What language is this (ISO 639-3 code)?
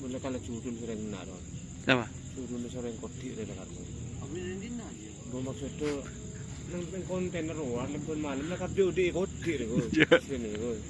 mad